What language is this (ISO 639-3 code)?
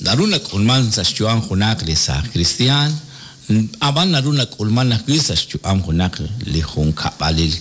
kek